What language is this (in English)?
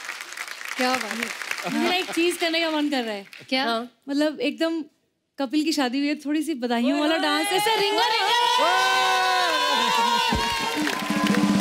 Hindi